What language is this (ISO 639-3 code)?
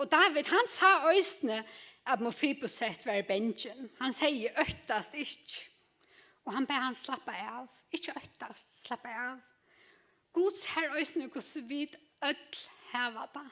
fao